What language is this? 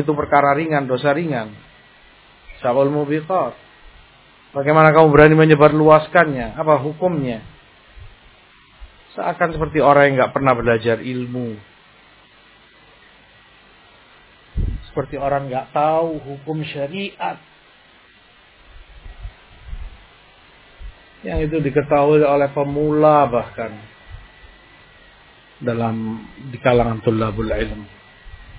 Indonesian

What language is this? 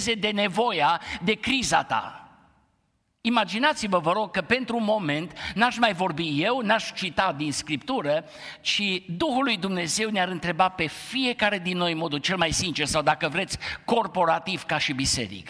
Romanian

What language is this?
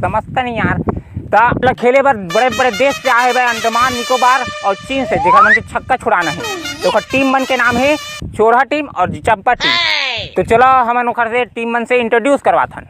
Chhattisgarhi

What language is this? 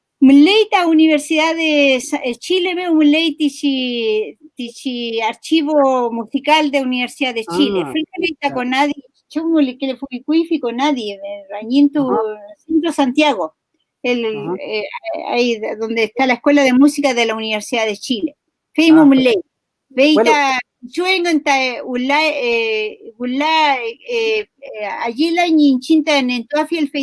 Mapuche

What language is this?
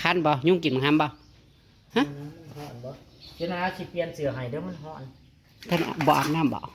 Northeastern Thai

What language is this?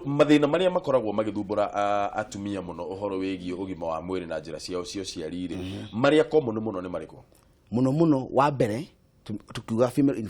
Kikuyu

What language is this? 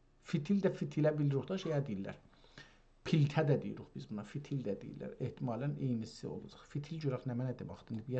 South Azerbaijani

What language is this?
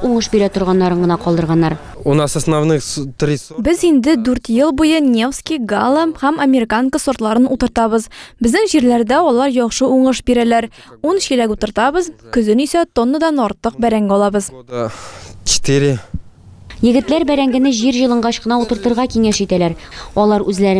Tatar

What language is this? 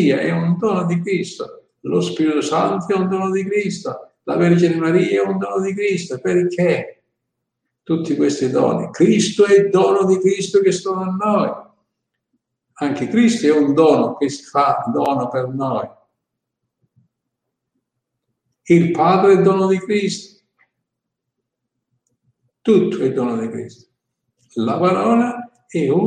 Italian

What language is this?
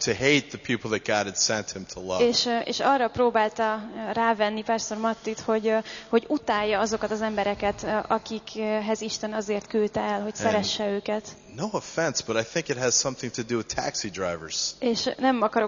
Hungarian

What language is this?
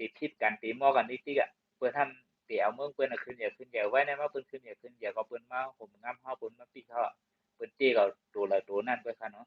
Shan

